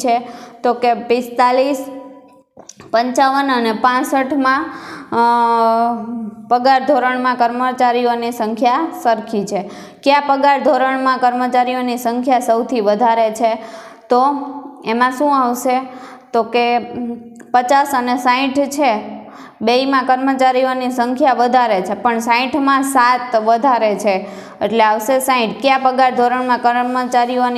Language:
Gujarati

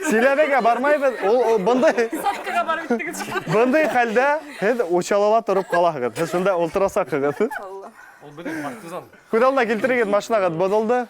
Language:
Bashkir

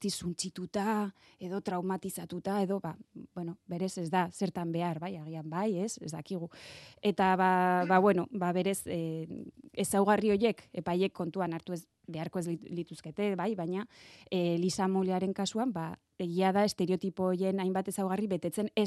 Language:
Basque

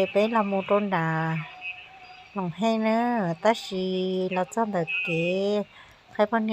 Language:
Hmong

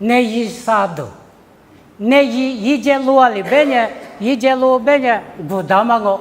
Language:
Lisu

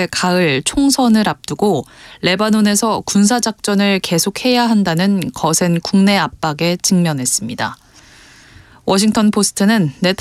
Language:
Korean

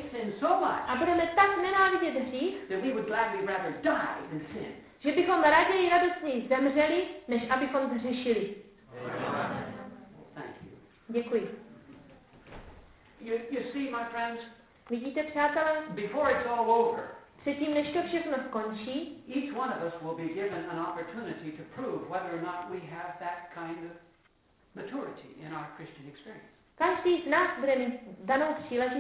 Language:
Czech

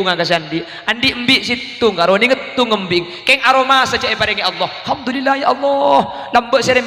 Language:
Madurese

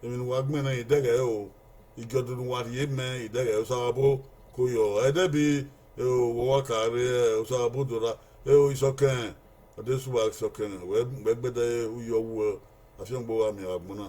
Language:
Bini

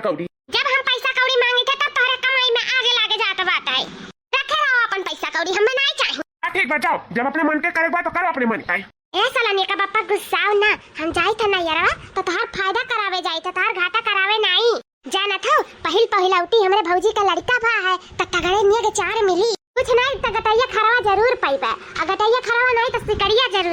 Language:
Awadhi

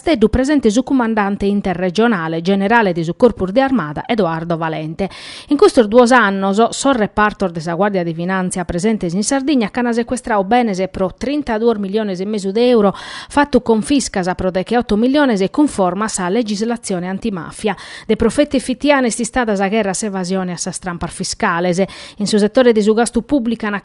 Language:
Sardinian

